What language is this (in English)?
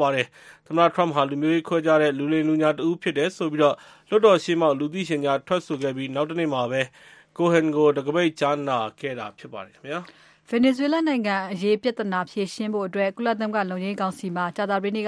Burmese